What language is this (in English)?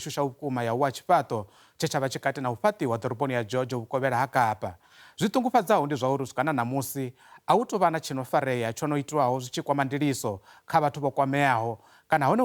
Venda